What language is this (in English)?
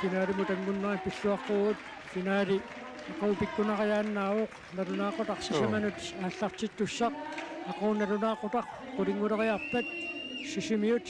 Kalaallisut